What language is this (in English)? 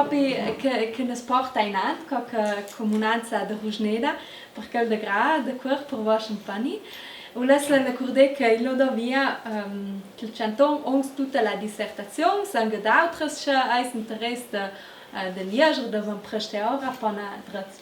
Ladin